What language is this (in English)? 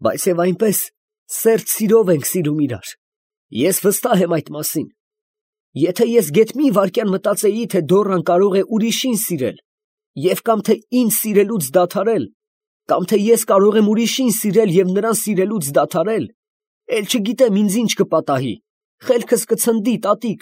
Armenian